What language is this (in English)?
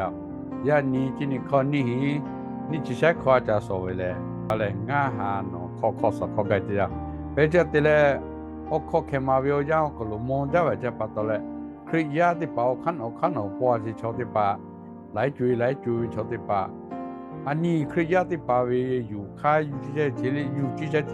Lahu